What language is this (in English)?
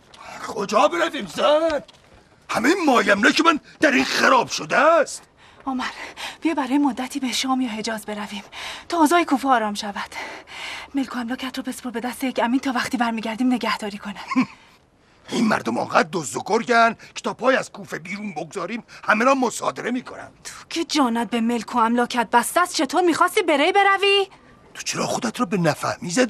Persian